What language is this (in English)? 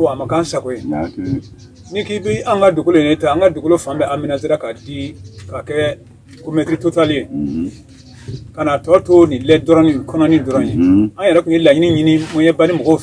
Bambara